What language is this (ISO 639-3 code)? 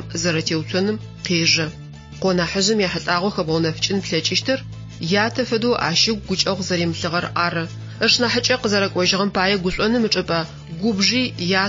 ady